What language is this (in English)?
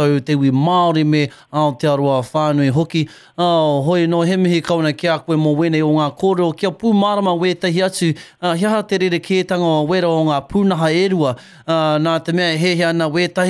Māori